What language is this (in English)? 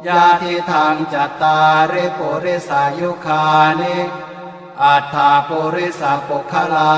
Pali